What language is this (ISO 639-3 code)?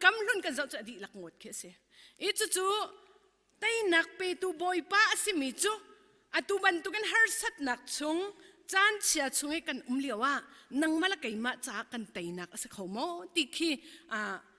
cnh